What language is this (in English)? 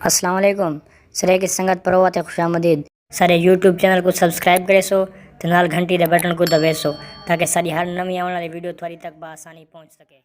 Saraiki